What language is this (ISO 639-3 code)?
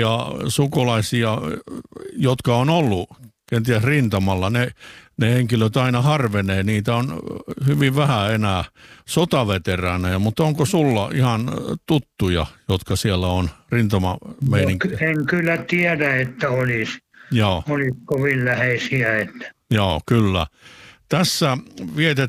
fin